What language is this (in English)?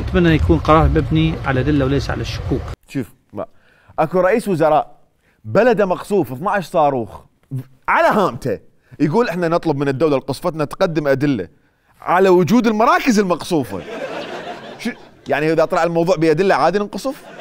Mesopotamian Arabic